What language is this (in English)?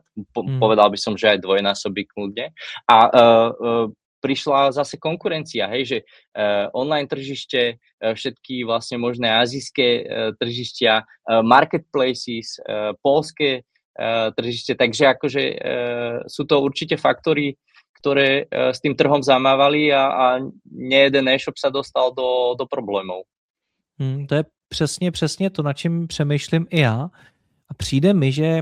Slovak